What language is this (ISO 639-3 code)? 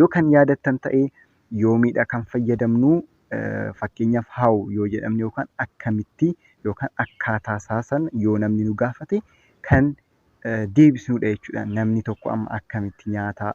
orm